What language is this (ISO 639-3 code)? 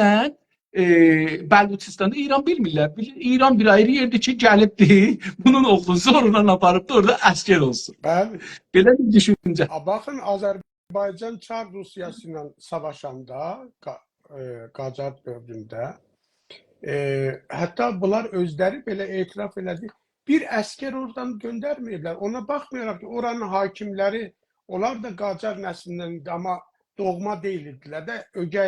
azb